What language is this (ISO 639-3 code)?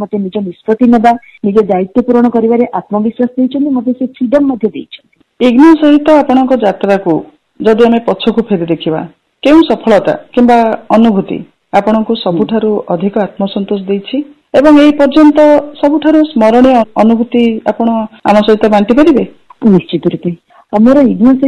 ori